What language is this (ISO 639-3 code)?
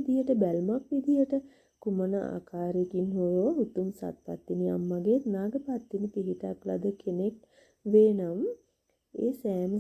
sin